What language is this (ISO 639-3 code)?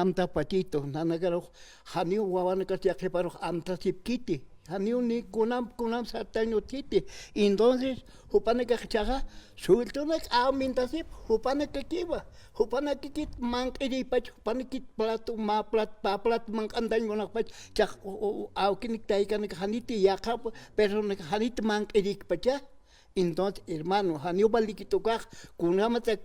aym